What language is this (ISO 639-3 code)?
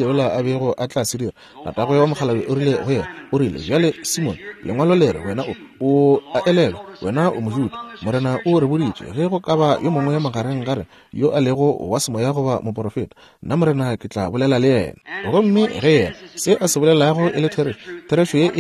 nso